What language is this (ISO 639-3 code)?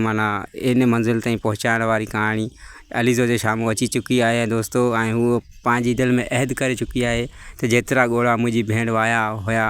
snd